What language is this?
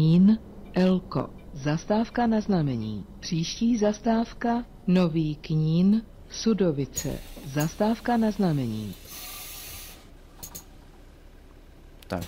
Czech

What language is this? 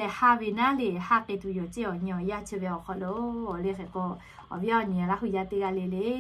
Lahu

